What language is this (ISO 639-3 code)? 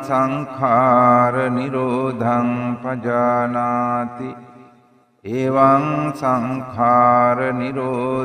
sin